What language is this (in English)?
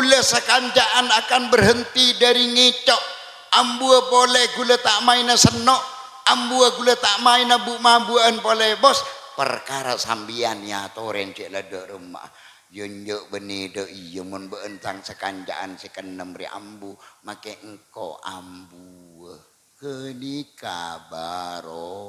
Madurese